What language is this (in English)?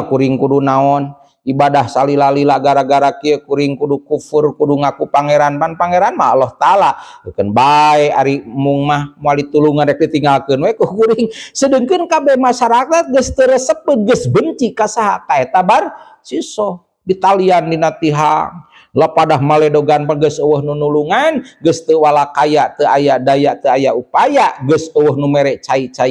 Sundanese